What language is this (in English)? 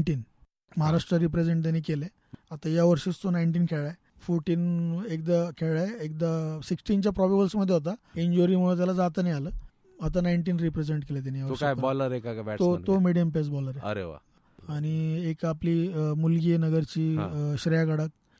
Marathi